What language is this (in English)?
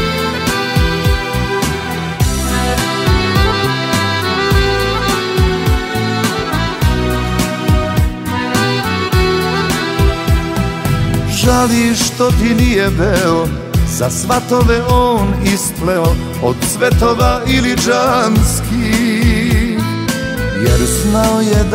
Serbian